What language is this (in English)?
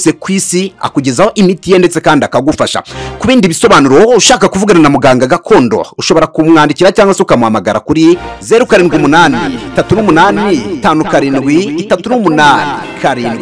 Kinyarwanda